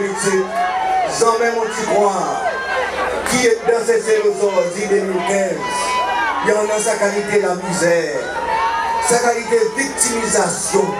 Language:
Seselwa Creole French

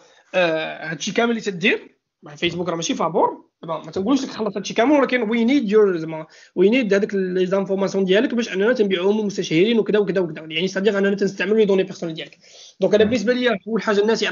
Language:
Moroccan Arabic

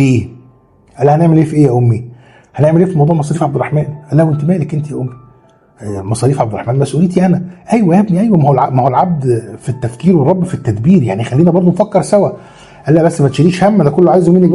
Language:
Egyptian Arabic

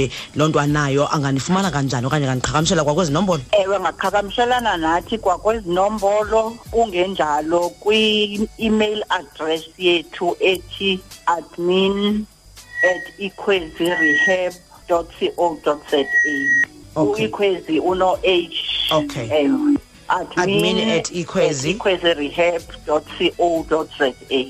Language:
Xhosa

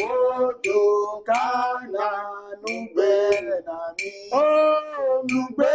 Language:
Ewe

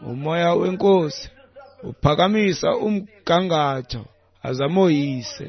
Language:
Xhosa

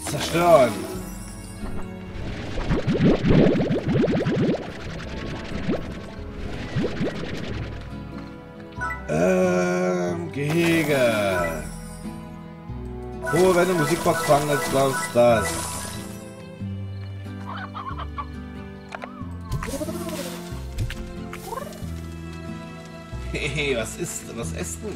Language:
German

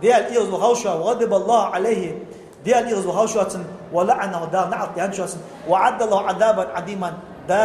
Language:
Ingush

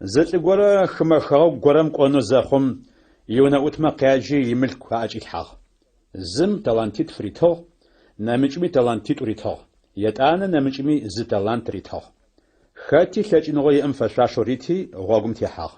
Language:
Adyghe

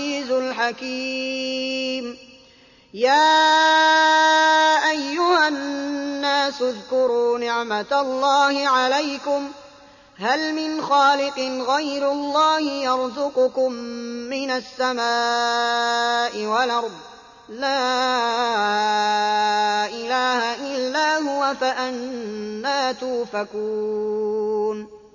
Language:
Arabic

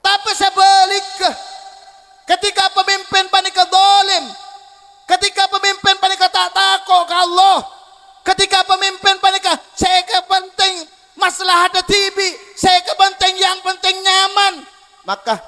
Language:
Madurese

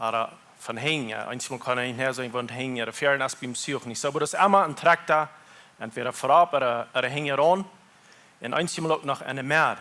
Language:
Plautdietsch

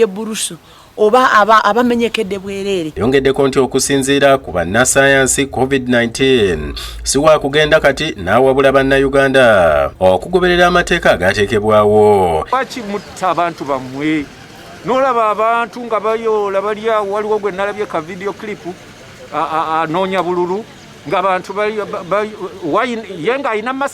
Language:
Ganda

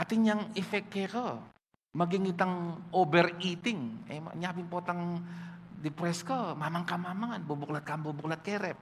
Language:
Pampanga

